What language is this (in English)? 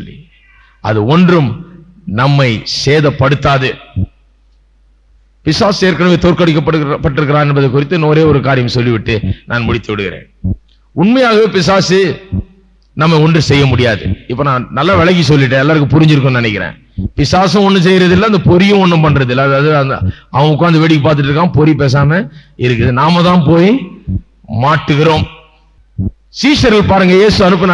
Tamil